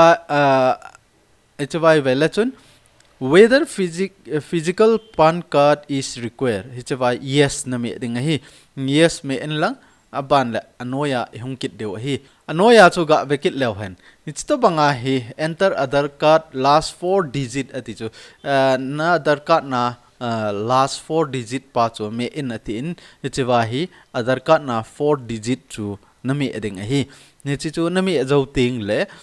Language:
Thado Chin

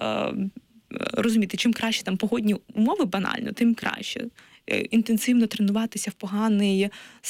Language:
Ukrainian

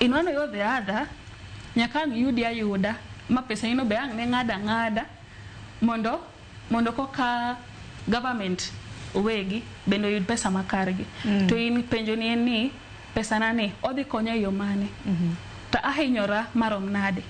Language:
Luo (Kenya and Tanzania)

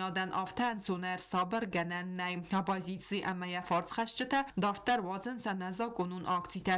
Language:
Ossetic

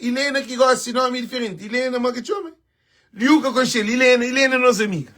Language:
Kabuverdianu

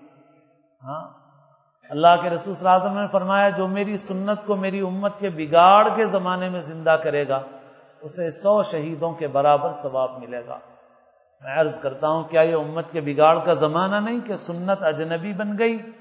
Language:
Urdu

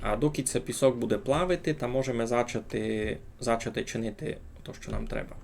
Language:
Rusyn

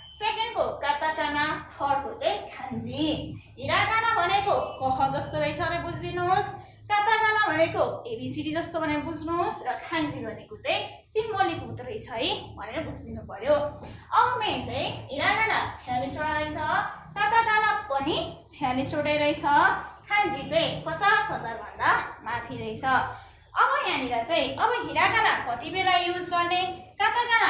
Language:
Nepali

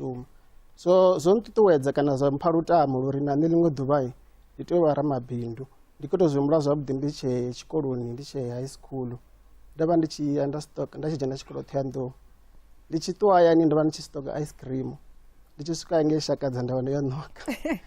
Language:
Venda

